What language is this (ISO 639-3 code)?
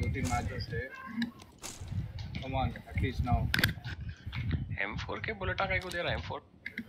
hin